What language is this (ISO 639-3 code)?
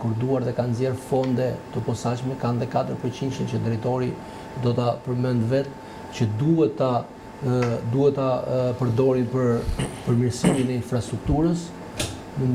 sqi